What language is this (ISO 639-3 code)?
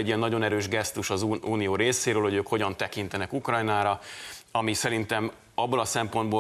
hun